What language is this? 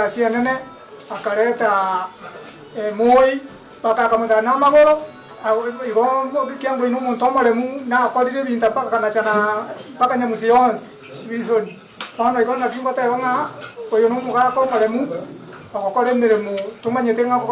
Gusii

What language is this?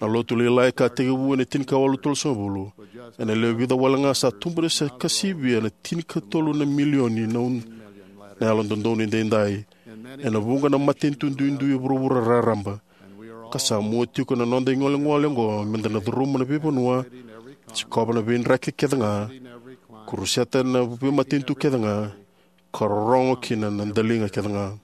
Fijian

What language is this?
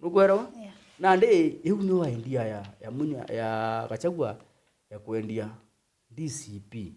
Meru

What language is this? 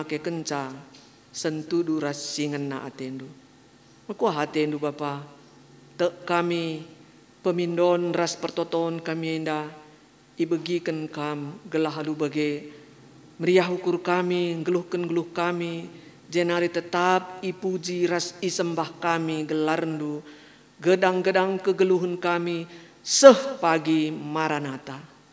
Batak Karo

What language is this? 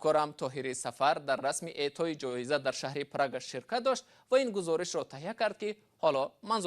Tajik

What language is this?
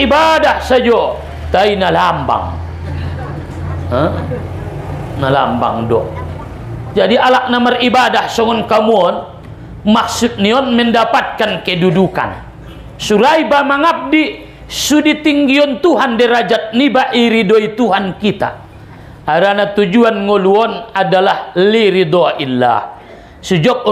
Batak Mandailing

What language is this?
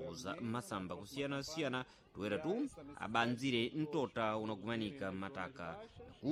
Sena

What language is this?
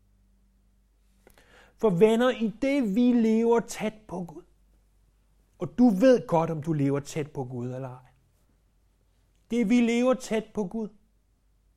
Danish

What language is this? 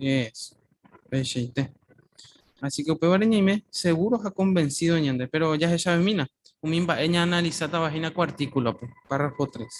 Guarani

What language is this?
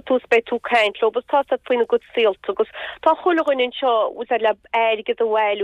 Irish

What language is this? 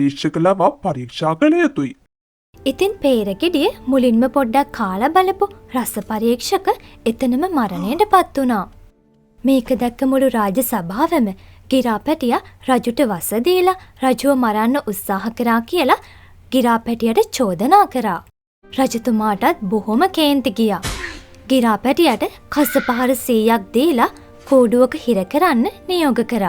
Sinhala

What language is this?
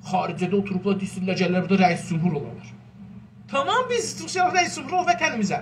South Azerbaijani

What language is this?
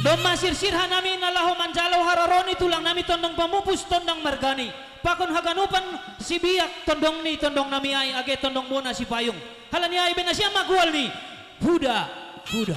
Batak Simalungun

